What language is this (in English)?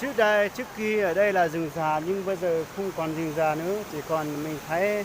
Hmong